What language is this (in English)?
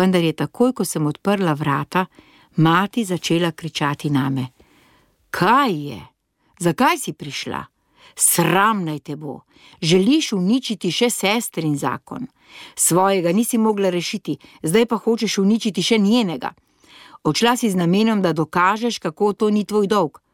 Slovenian